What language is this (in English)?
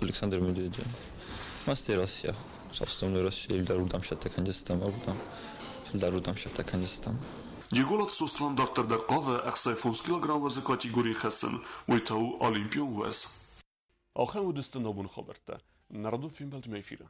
Ossetic